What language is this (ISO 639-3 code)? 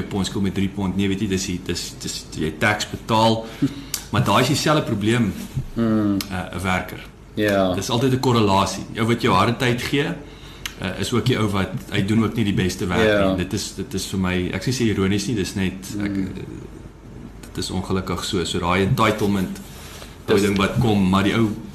afr